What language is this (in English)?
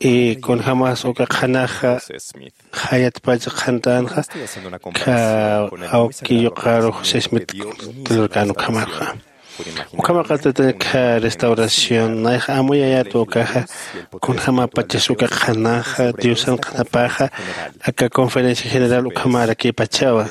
Aymara